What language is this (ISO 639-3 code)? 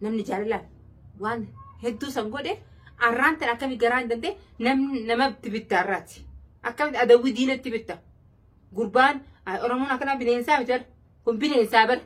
orm